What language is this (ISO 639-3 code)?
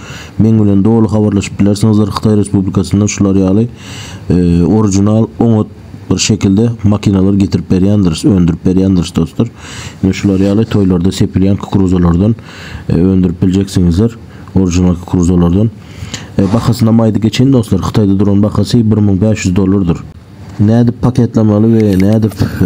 tuk